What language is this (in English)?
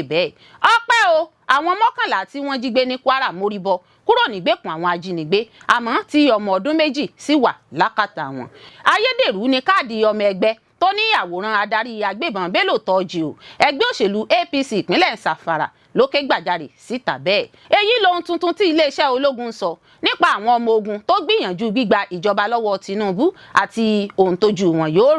Yoruba